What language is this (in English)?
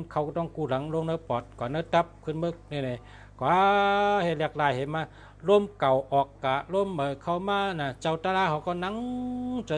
Shan